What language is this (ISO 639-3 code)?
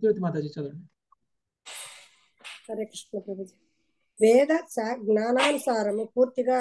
tel